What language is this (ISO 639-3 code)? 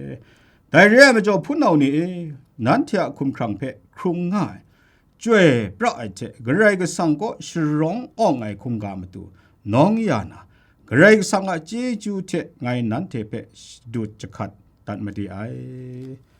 kac